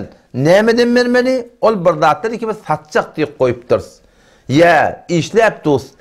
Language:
Turkmen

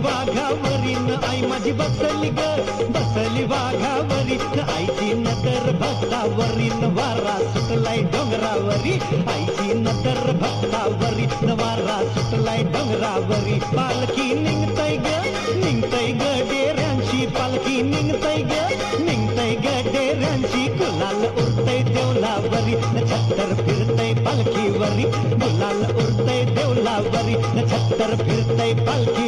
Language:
Marathi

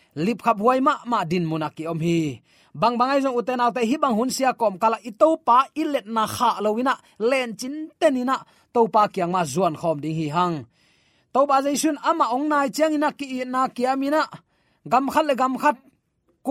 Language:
Tedim Chin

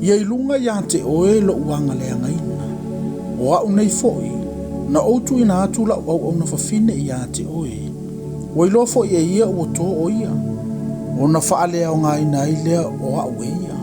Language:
Samoan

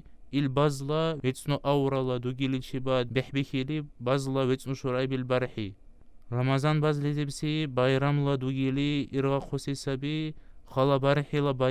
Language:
Dargwa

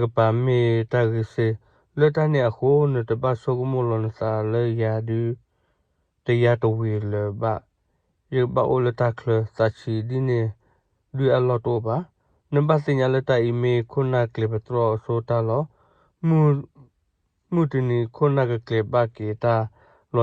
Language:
S'gaw Karen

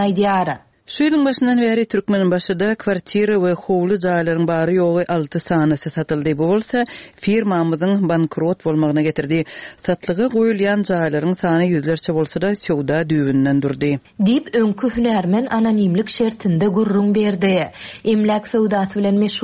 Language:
Turkmen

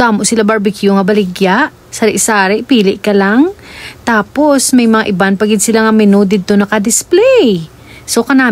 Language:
Hiligaynon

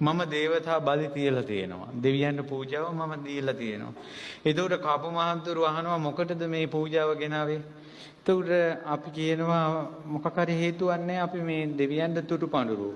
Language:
Sinhala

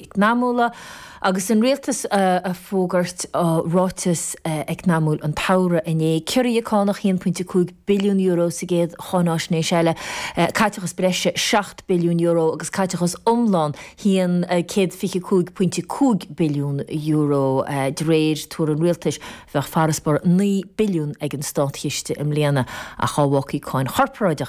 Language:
Irish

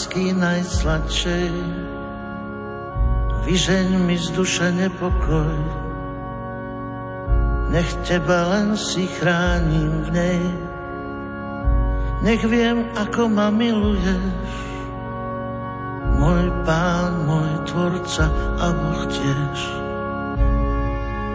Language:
Slovak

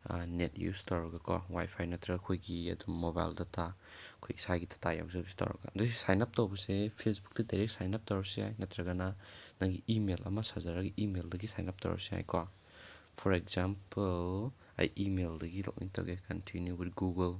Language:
Manipuri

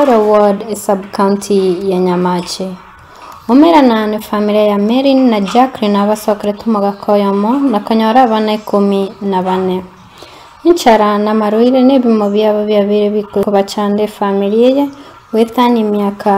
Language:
Gusii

